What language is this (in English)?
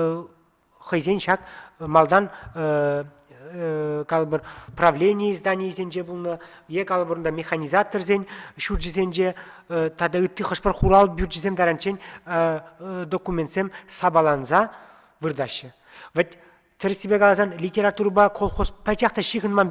Chuvash